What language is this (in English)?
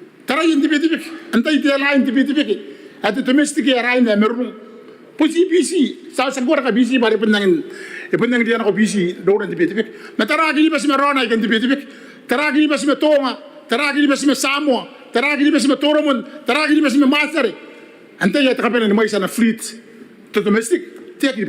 Gilbertese